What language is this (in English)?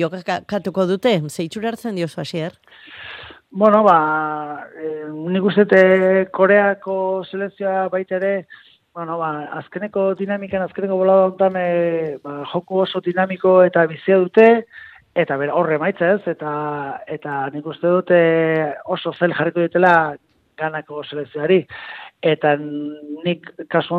Basque